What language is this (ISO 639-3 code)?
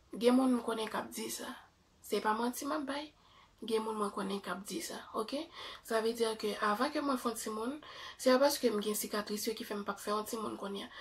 hat